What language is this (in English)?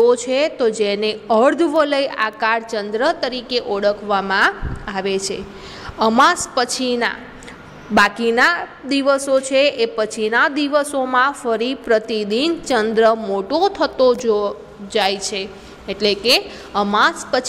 Gujarati